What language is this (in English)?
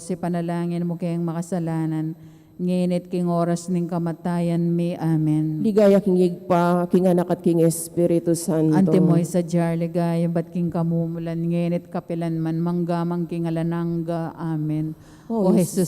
Pampanga